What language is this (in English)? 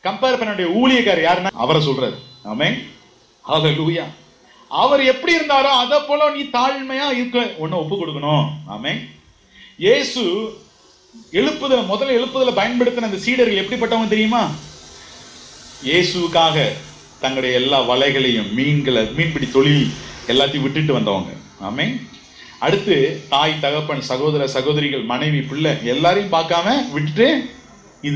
Tamil